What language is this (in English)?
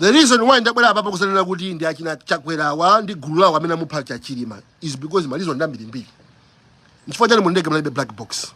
Nyanja